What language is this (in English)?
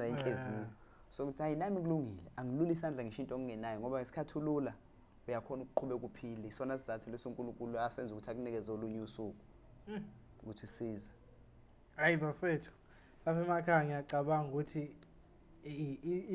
Zulu